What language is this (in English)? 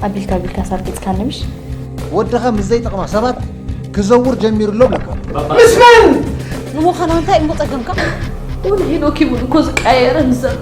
Tigrinya